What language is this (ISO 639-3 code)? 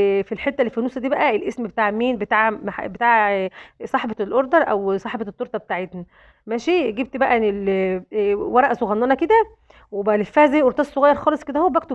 arz